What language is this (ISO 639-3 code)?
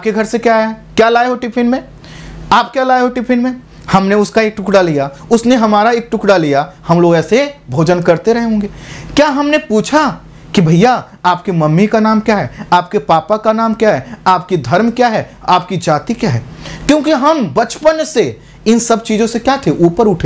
hin